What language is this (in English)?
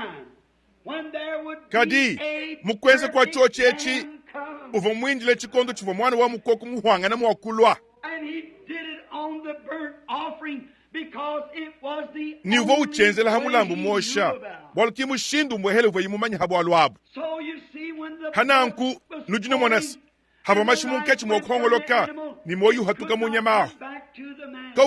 Luba-Lulua